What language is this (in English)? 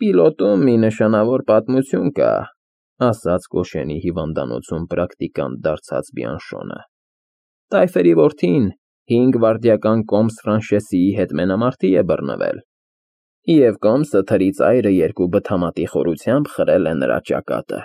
Armenian